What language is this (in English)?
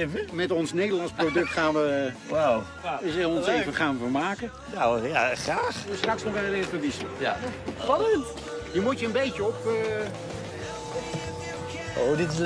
Dutch